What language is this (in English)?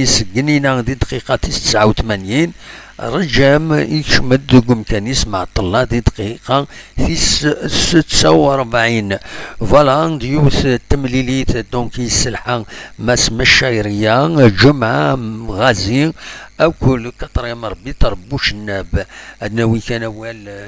Kabyle